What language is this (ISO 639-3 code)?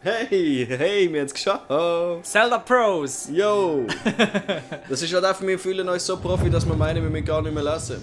gsw